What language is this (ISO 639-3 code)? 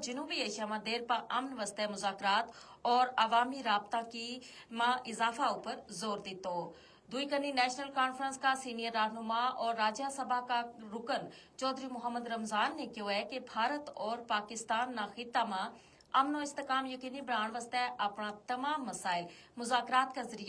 gju